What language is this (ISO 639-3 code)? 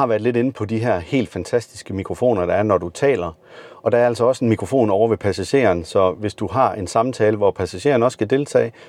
dan